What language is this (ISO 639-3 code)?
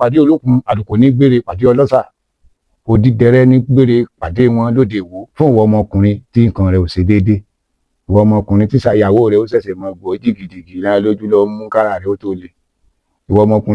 yor